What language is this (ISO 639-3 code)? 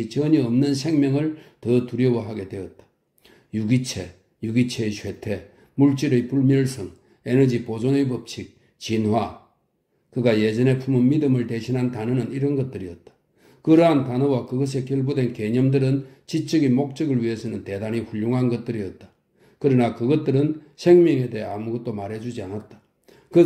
kor